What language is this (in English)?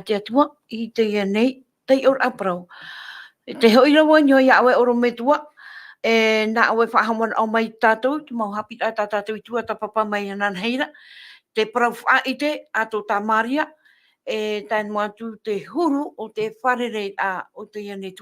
Tahitian